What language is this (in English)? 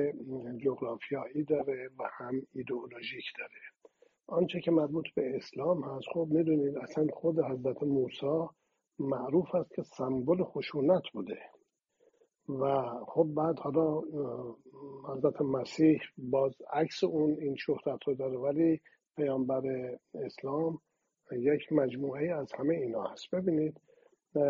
Persian